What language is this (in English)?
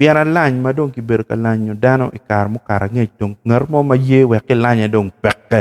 Acoli